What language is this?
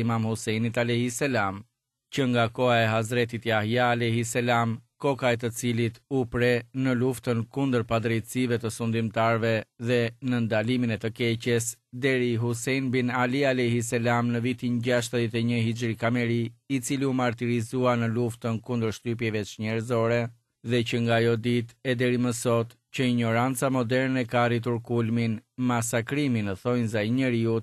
Albanian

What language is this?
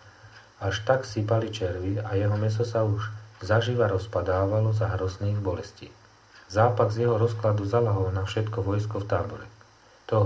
Slovak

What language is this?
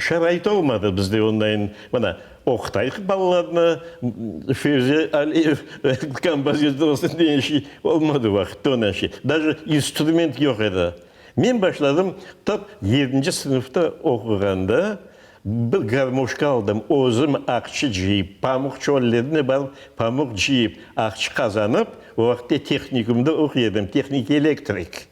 Crimean Tatar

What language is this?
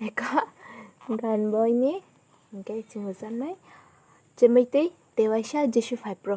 Kok Borok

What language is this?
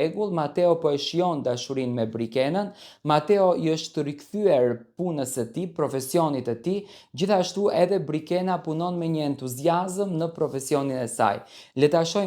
Albanian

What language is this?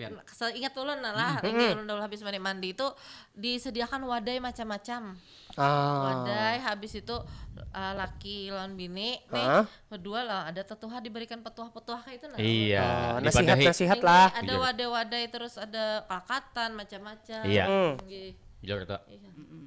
Banjar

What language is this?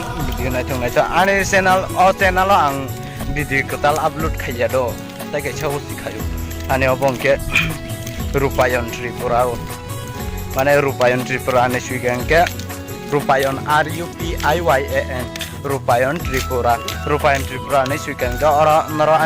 Kok Borok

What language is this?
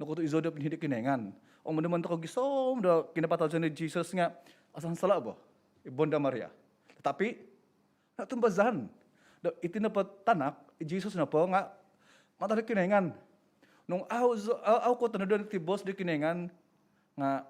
Central Dusun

